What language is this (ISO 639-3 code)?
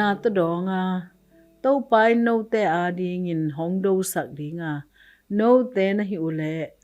ctd